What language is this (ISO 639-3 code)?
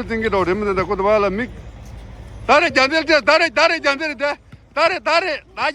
bod